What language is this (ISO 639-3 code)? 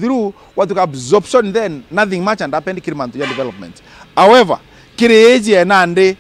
mer